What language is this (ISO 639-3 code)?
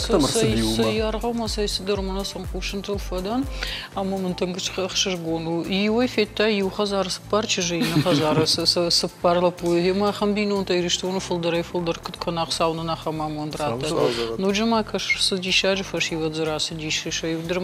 oss